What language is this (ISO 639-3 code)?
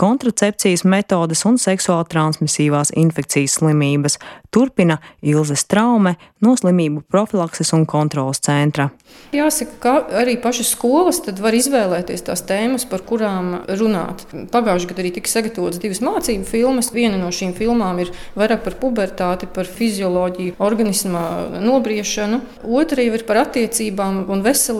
lav